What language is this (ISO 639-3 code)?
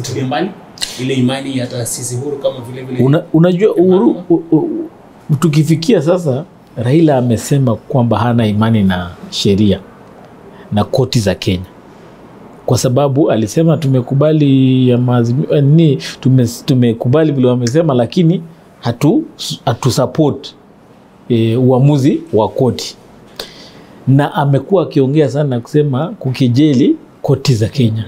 swa